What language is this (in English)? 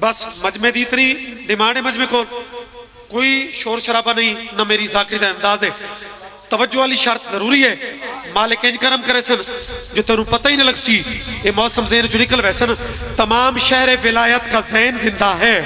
Pahari-Potwari